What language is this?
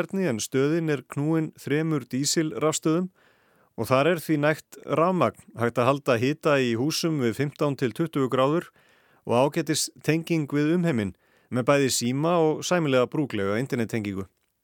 Icelandic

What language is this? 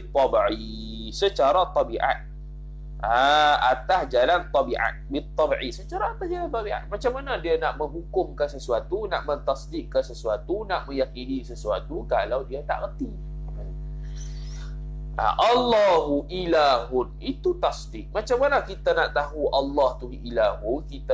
Malay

